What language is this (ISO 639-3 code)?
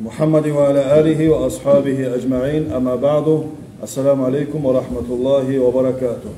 kum